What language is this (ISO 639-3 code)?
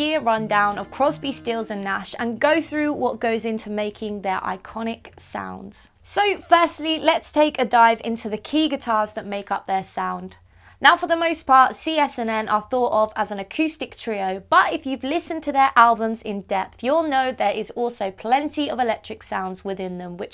eng